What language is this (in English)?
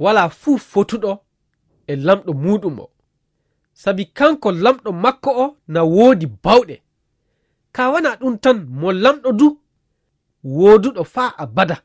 Fula